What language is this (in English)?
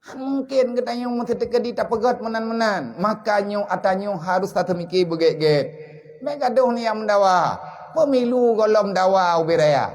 Achinese